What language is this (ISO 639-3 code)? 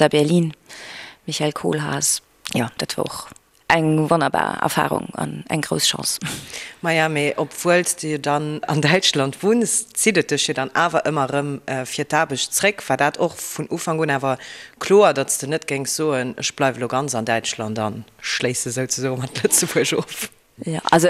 ltz